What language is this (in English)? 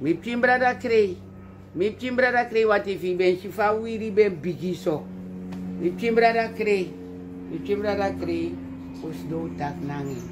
Sranan Tongo